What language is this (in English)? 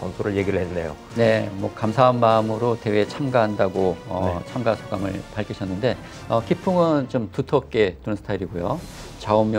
Korean